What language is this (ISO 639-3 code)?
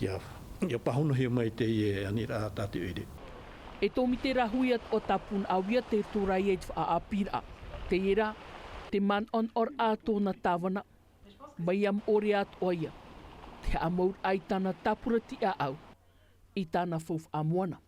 tah